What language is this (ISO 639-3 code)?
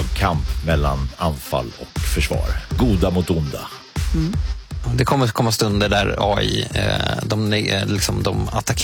swe